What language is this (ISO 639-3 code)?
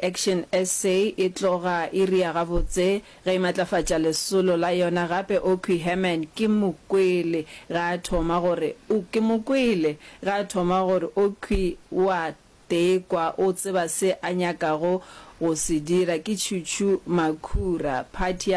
nso